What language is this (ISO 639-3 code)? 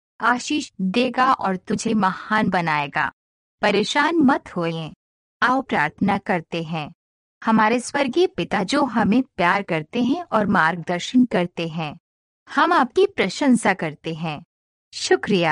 hin